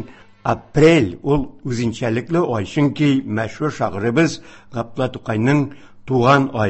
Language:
Tatar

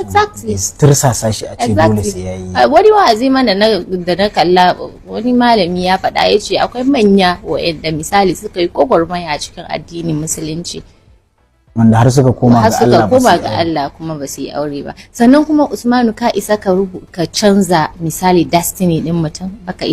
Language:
Hausa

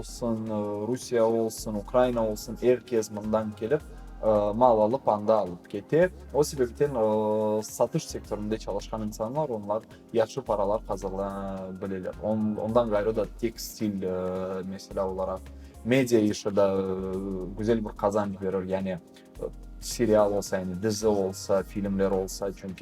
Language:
Crimean Tatar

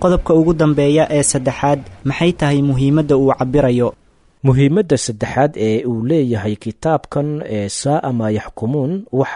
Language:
Somali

